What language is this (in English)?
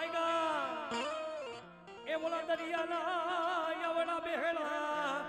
Gujarati